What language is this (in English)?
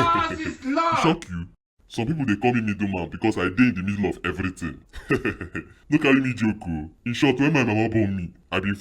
Nigerian Pidgin